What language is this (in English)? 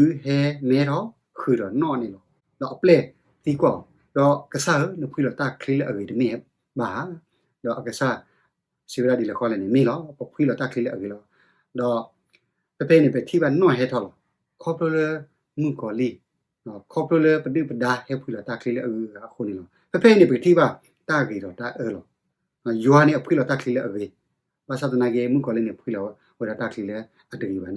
S'gaw Karen